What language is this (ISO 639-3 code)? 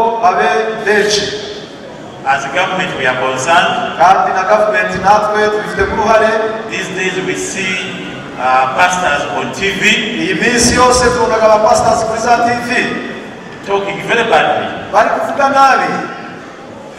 kin